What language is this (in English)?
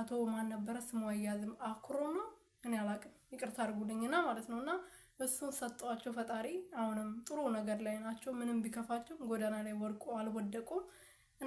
Amharic